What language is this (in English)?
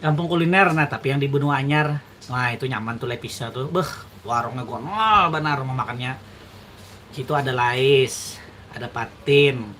Banjar